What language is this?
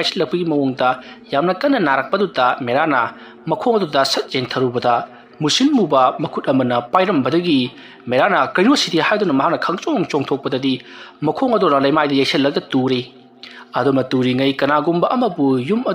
Manipuri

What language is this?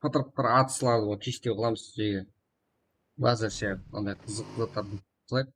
Kara-Kalpak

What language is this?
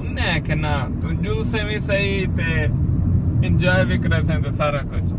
Saraiki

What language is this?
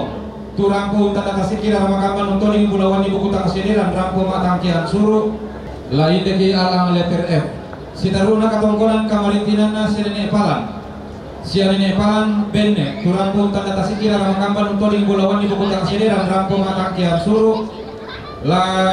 Toraja-Sa'dan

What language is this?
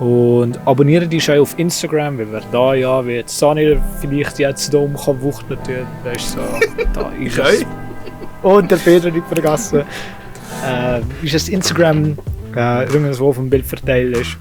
Swiss German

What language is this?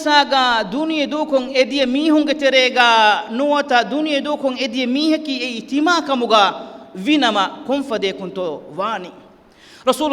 Divehi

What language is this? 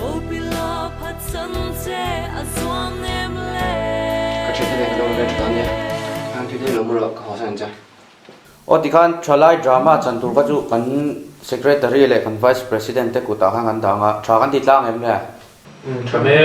Mizo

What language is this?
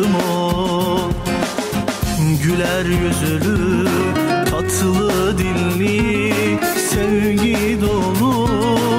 Turkish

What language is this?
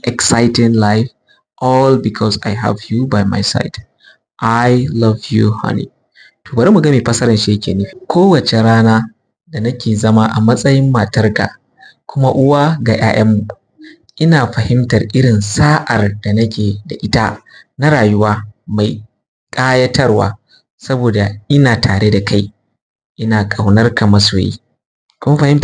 Hausa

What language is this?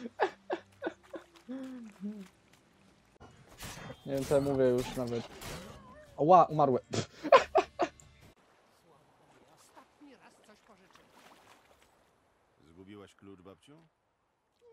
Polish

